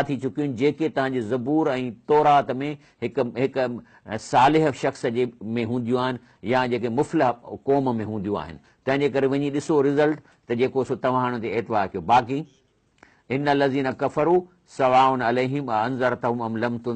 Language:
Sindhi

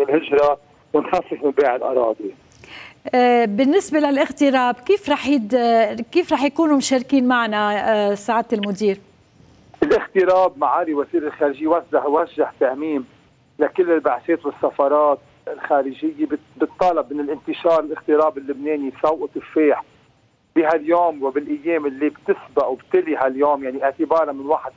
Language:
North Levantine Arabic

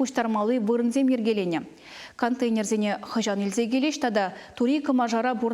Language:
Chuvash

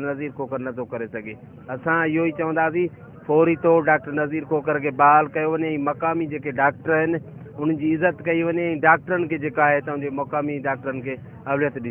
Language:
Sindhi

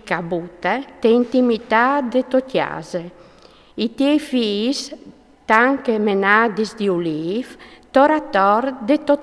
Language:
Friulian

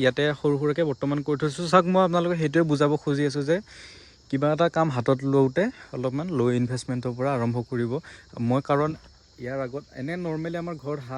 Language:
Assamese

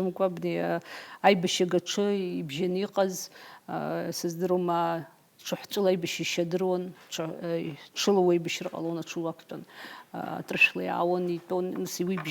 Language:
Abkhazian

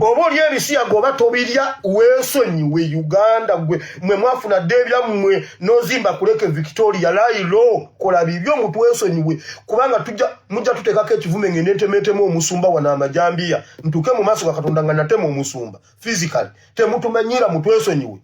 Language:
Ganda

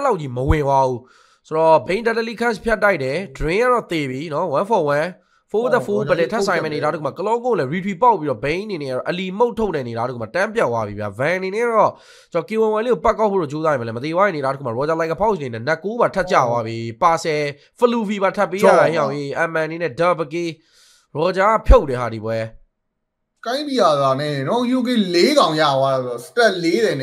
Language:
Burmese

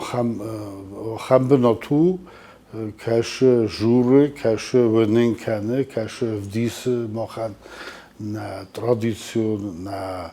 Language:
Ossetic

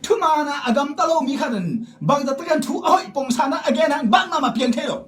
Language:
Tedim Chin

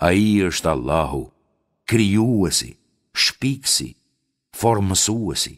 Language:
Albanian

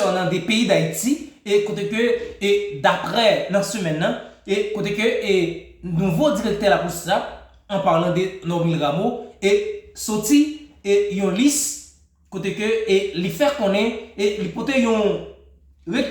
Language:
Haitian Creole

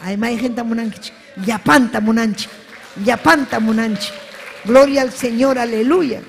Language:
Ayacucho Quechua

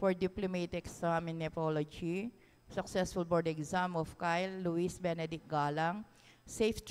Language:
Pampanga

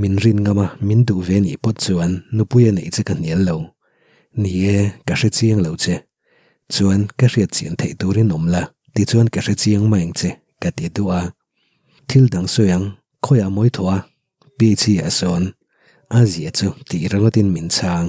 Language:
Mizo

